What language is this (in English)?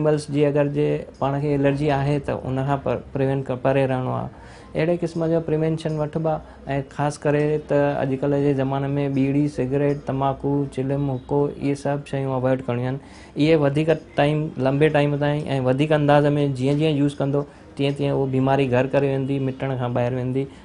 Sindhi